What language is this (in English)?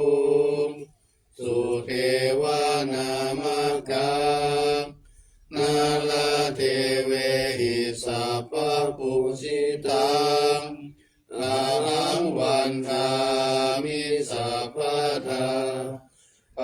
Pali